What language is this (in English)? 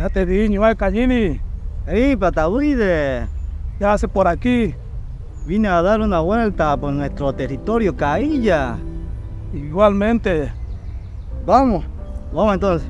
Guarani